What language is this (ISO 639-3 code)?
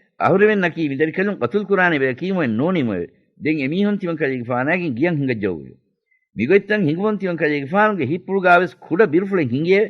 div